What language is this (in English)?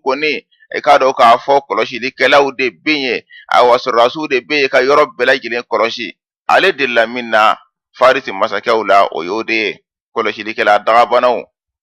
Bambara